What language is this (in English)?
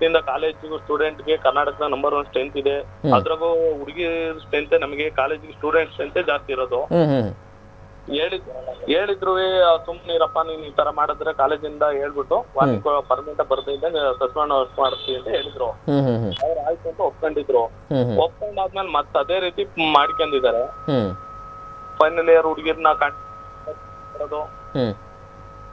Kannada